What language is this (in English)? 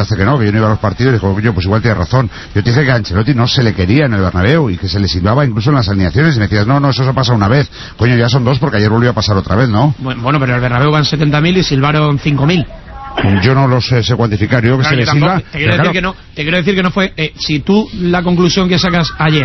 Spanish